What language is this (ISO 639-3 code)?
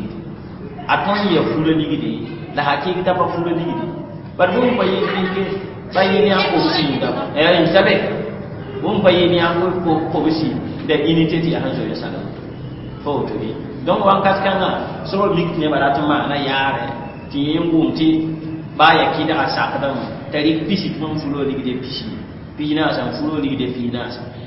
mos